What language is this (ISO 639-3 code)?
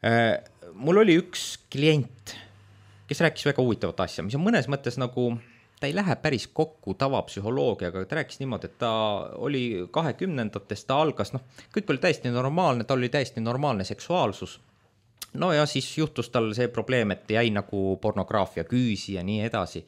est